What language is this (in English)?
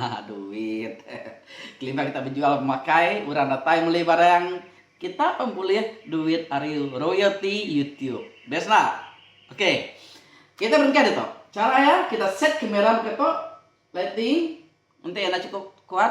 Iban